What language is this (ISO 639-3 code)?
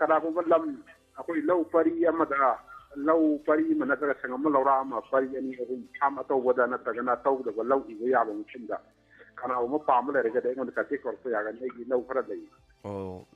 mni